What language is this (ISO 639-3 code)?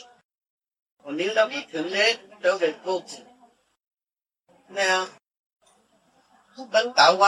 vie